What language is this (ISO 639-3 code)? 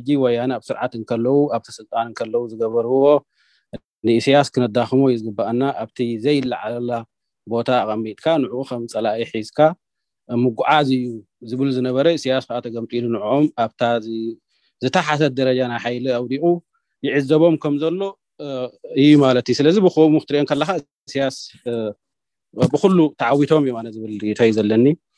tir